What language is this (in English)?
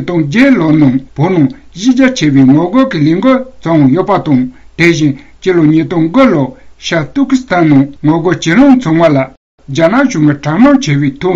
Tibetan